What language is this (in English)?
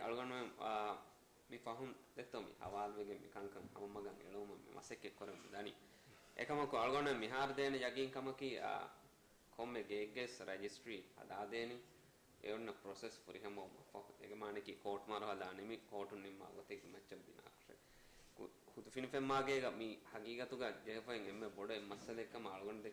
Divehi